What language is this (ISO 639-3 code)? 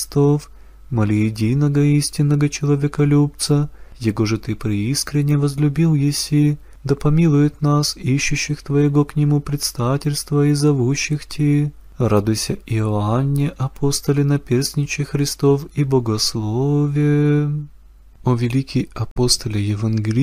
chu